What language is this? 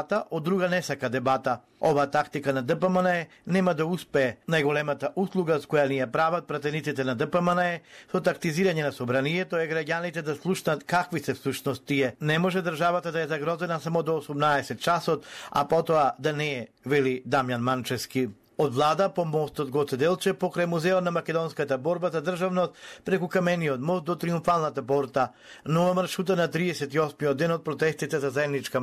Macedonian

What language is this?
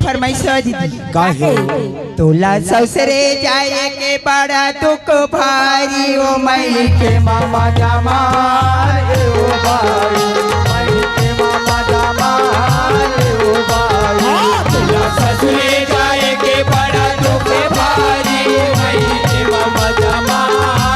Chhattisgarhi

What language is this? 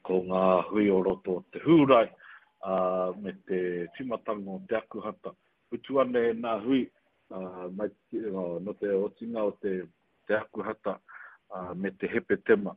Māori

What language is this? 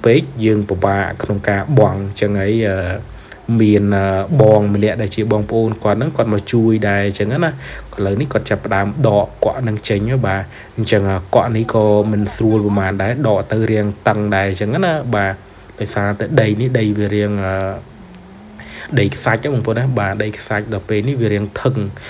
Khmer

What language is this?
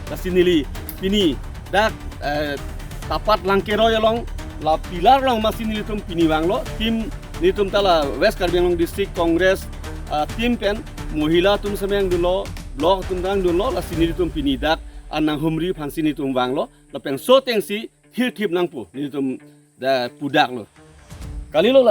Karbi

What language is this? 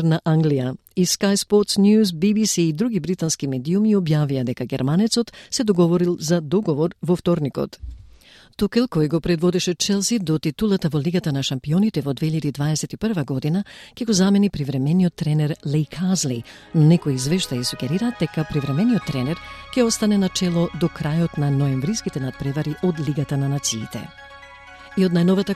Macedonian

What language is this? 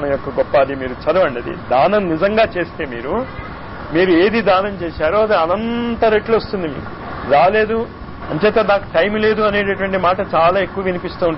Telugu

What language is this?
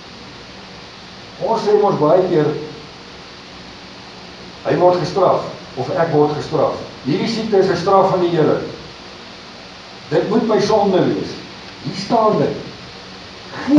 Afrikaans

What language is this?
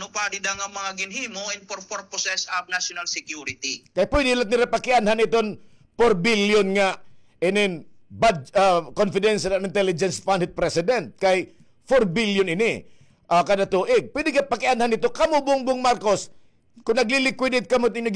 Waray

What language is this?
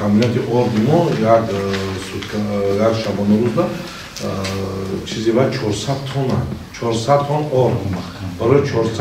Tajik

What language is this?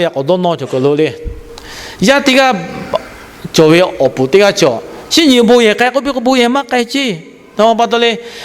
Lahu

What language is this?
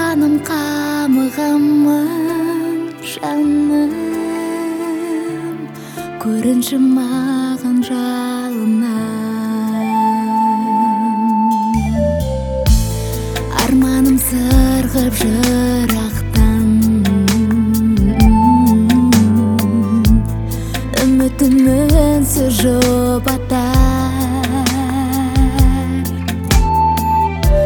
Kazakh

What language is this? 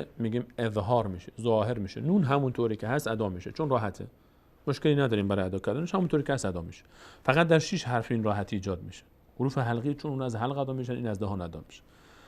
Persian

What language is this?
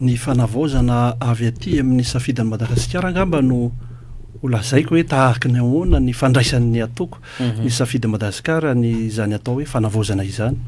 Malagasy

